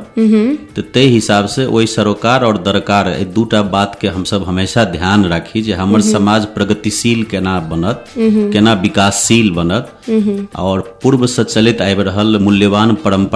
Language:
Maithili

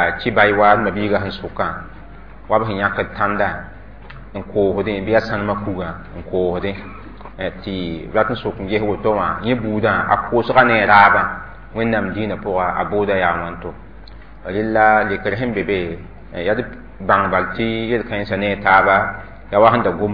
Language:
Mossi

